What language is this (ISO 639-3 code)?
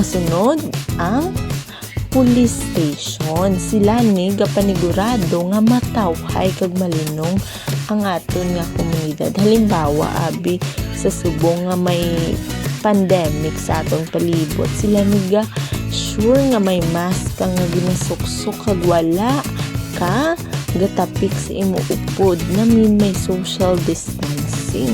hil